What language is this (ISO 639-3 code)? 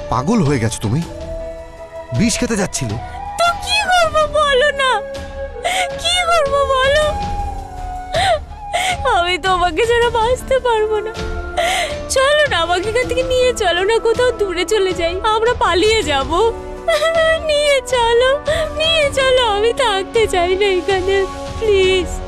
ben